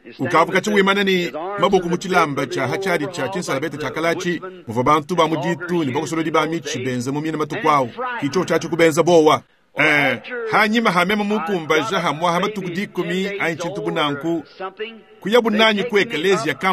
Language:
Luba-Lulua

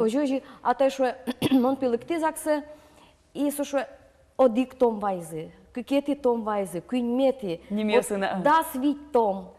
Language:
Udmurt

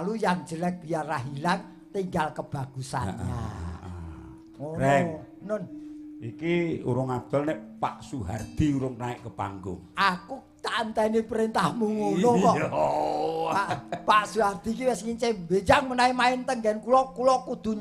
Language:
Javanese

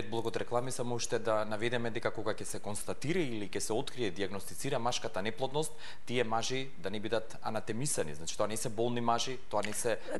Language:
Macedonian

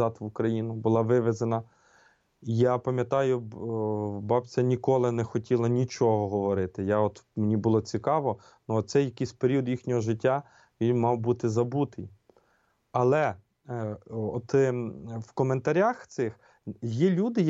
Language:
Ukrainian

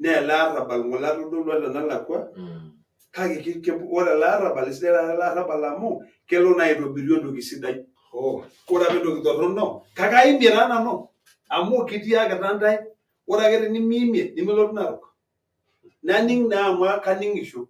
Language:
Masai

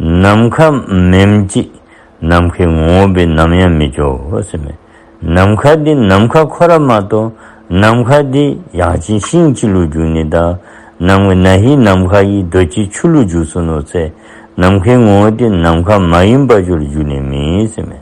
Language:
Dzongkha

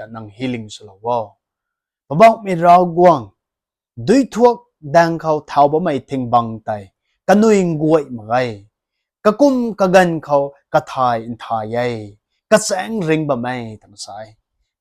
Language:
Rongmei Naga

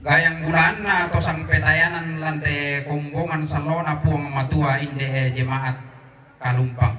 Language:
Toraja-Sa'dan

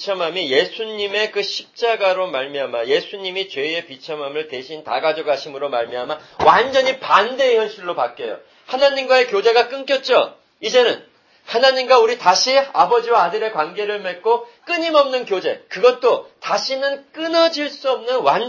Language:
Korean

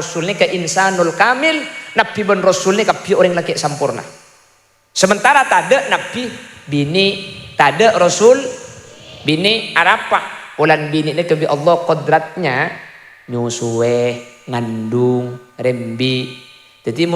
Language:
Madurese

